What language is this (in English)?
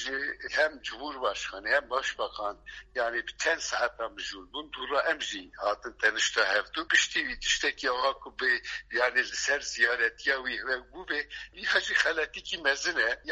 Kurdish